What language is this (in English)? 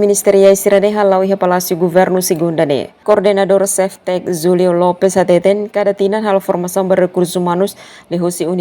Tetum